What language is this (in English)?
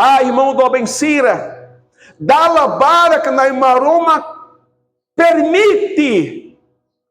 Tetum